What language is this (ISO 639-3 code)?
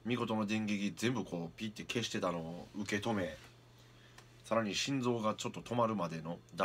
jpn